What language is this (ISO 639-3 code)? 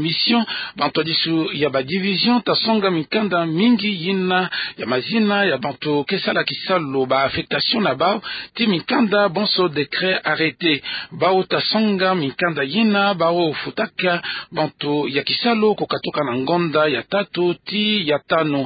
ktu